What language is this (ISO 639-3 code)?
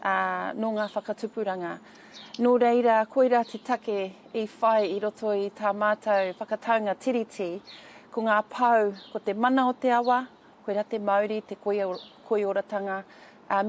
mri